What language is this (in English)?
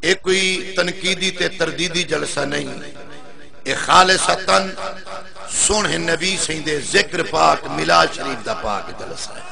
Saraiki